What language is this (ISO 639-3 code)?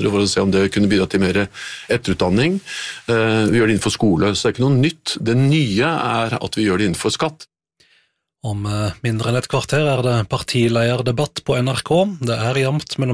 nor